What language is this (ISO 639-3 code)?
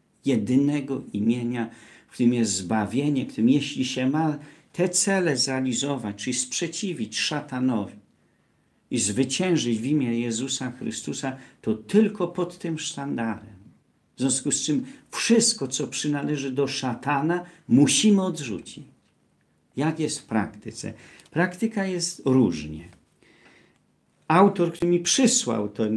pol